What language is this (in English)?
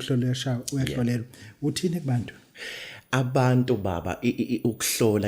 Zulu